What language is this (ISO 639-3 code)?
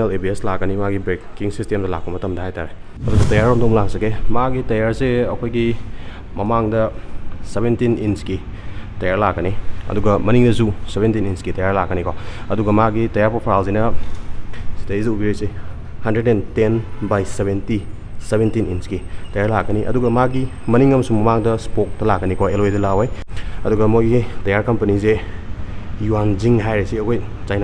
mni